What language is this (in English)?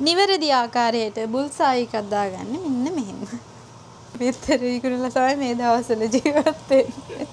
Sinhala